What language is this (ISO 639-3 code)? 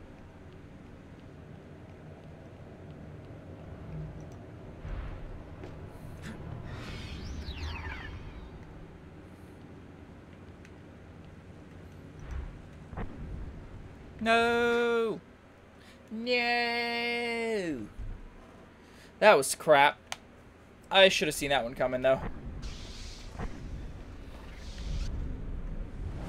eng